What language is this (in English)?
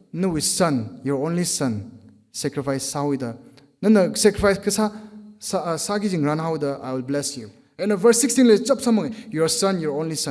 Tangkhul Naga (India)